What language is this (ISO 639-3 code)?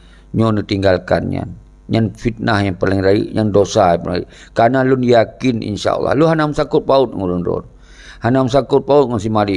ace